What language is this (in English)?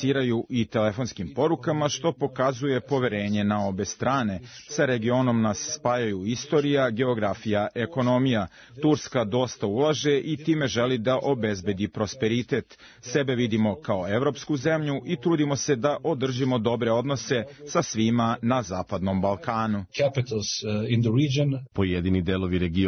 Serbian